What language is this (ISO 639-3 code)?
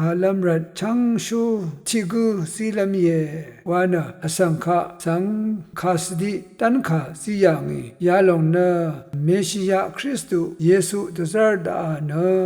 raw